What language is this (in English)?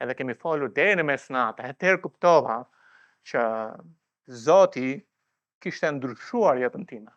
Albanian